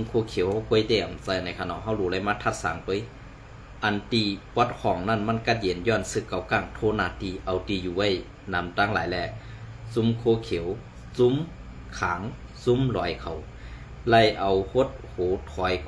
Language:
Shan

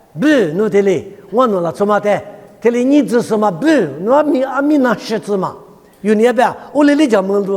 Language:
Lisu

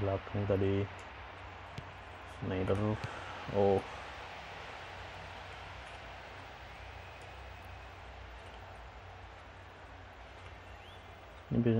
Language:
Indonesian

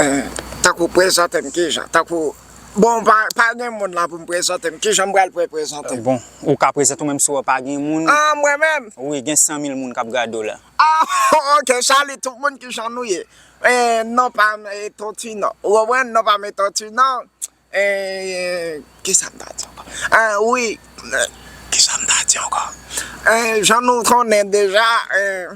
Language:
Haitian Creole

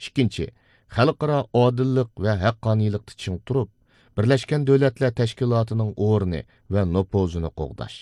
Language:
Uyghur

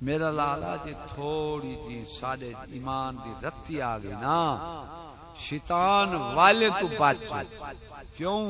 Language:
Saraiki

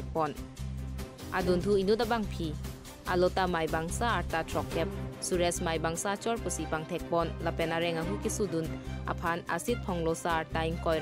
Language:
Karbi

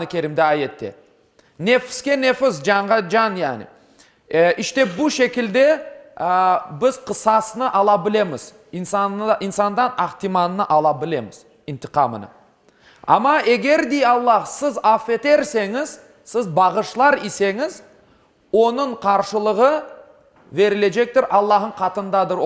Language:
Crimean Tatar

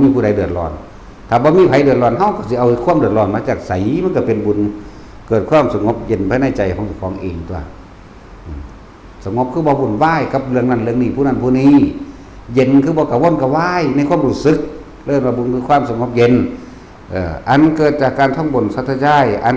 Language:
Northeastern Thai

